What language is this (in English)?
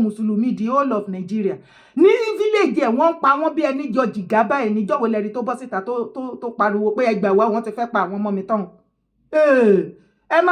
Yoruba